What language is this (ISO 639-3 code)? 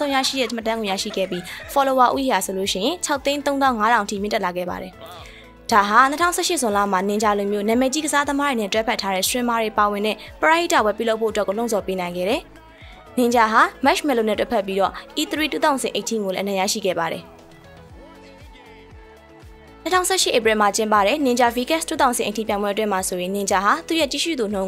mya